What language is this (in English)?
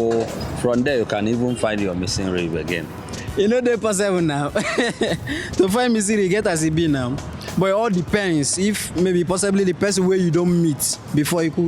Nigerian Pidgin